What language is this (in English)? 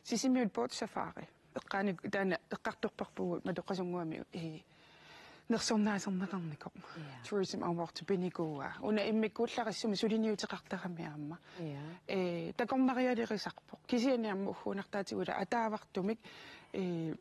Kalaallisut